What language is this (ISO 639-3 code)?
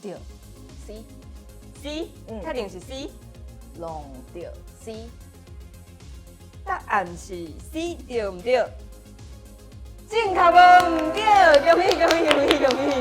nan